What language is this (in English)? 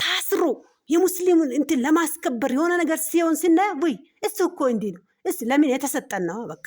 Amharic